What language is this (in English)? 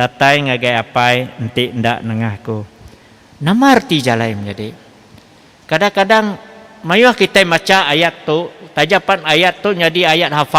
Iban